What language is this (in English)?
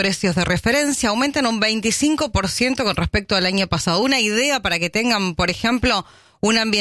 Spanish